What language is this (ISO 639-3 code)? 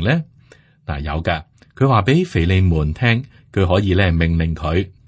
yue